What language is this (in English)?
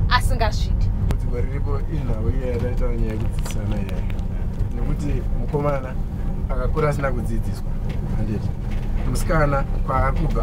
Shona